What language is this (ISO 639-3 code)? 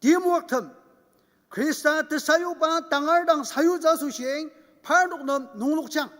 njo